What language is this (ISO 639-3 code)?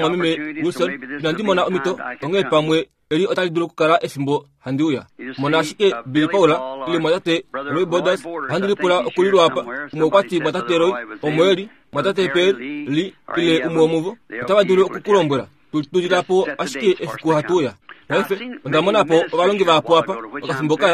kua